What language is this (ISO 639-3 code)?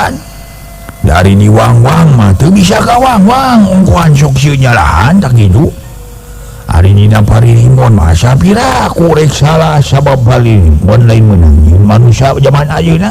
sun